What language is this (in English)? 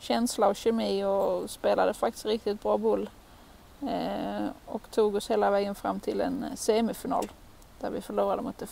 Swedish